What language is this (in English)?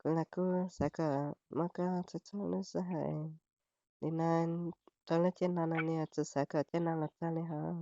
Hmong